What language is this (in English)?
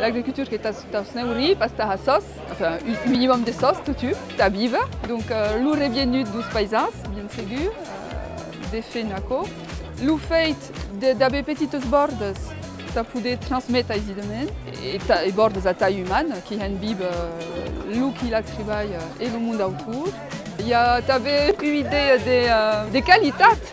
Occitan